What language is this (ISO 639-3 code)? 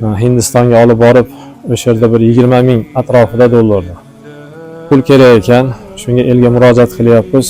uzb